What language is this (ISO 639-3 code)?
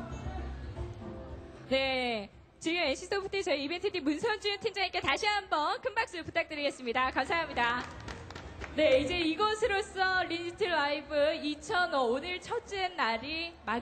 kor